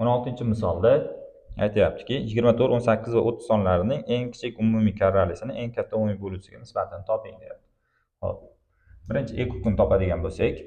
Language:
Uzbek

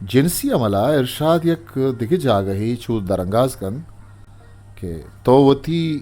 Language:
Eastern Balochi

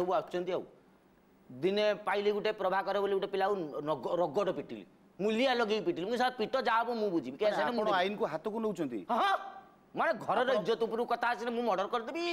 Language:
Odia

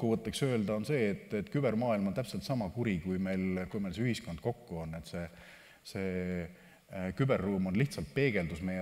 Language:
Estonian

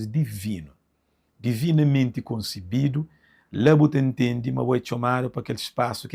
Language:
Kabuverdianu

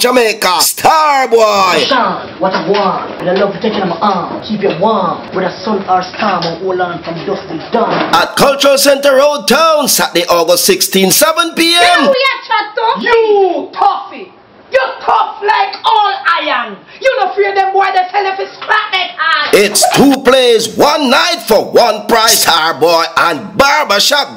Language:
Jamaican Creole English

